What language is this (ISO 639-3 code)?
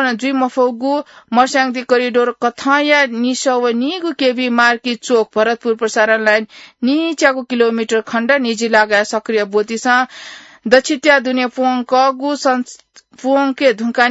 new